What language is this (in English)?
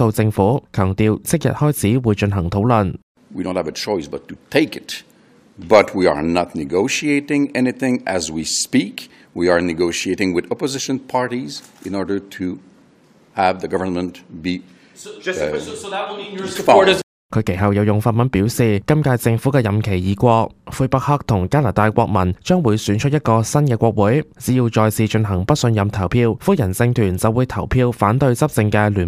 Cantonese